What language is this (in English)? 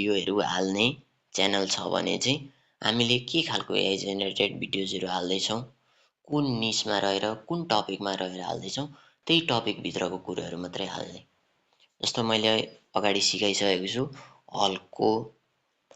Nepali